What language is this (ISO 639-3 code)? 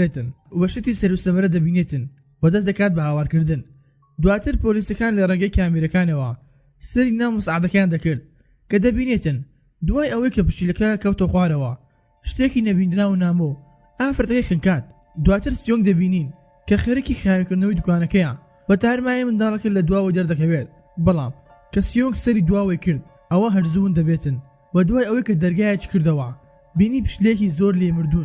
ckb